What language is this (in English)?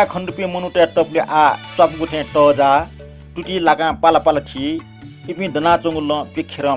Newari